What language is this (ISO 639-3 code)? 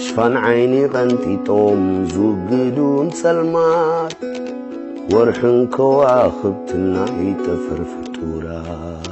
tir